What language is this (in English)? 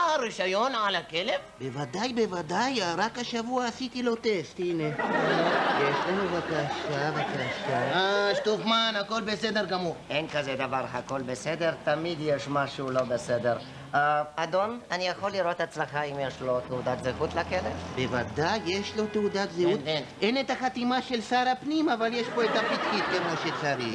Hebrew